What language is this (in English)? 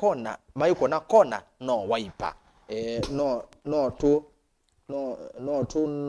Kamba